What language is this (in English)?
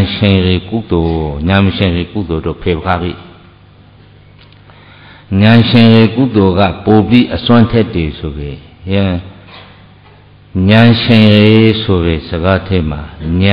Burmese